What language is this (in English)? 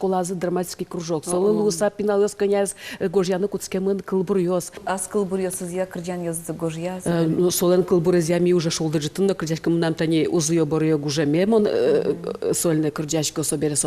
Udmurt